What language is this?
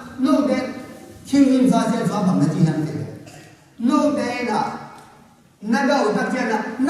Tedim Chin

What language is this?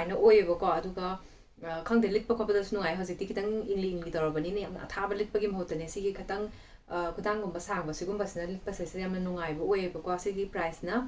Manipuri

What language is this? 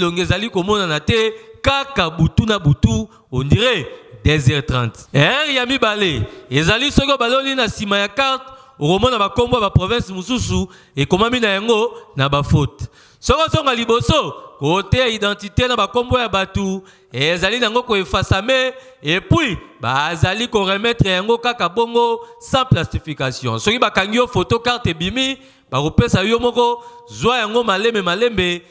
Lingala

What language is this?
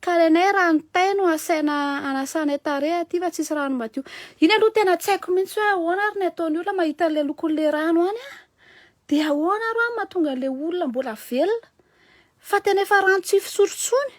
Malagasy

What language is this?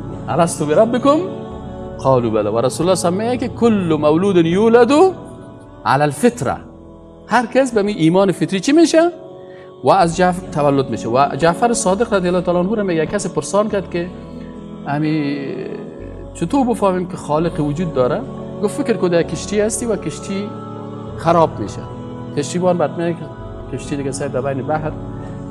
Persian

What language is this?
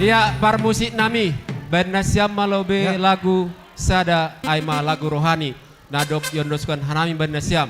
Batak Simalungun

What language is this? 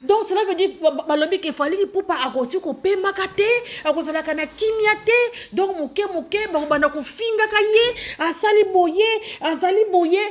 Lingala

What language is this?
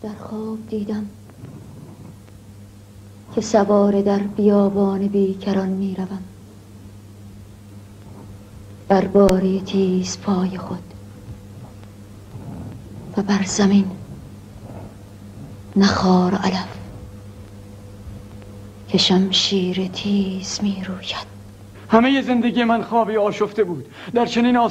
Persian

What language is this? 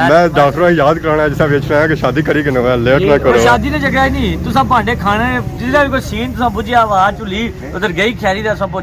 Pahari-Potwari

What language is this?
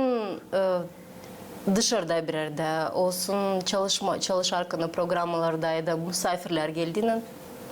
Gagauz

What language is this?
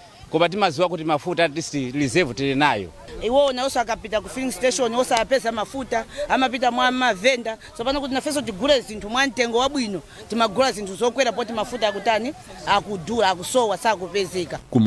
Nyanja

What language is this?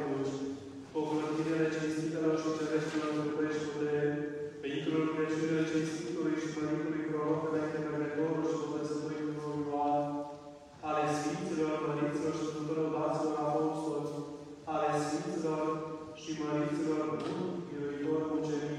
Romanian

